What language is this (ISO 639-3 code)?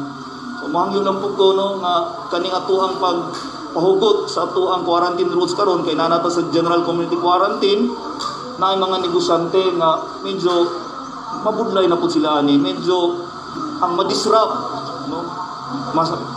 ceb